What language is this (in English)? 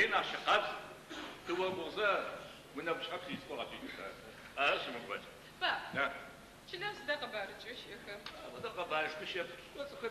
Adyghe